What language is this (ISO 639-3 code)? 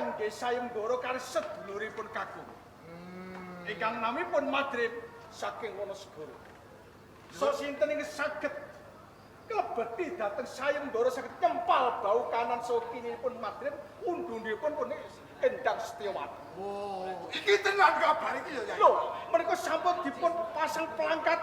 jav